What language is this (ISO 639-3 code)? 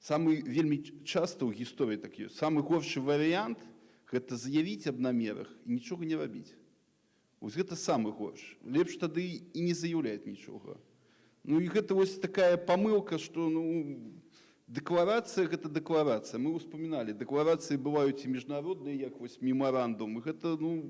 bel